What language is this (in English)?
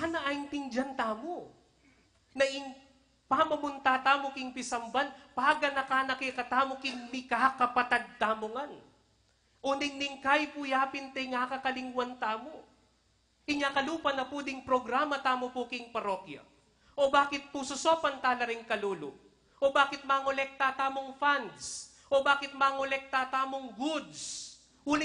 Pampanga